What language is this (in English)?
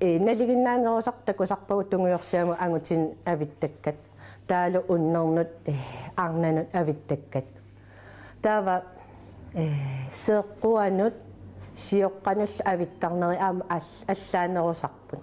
Kalaallisut